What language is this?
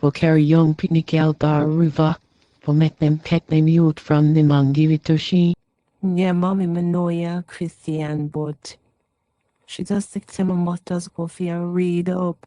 Jamaican Creole English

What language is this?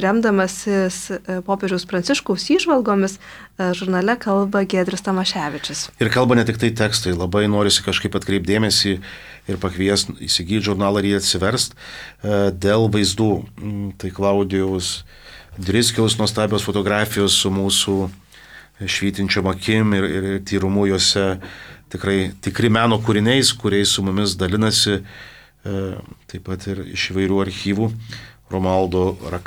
Lithuanian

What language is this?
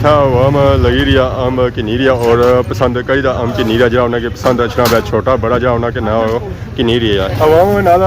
Pahari-Potwari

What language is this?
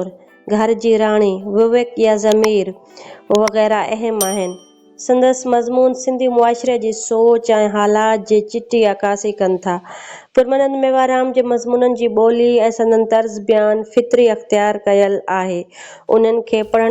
Sindhi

